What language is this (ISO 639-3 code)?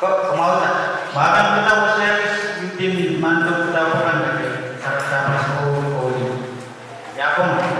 pon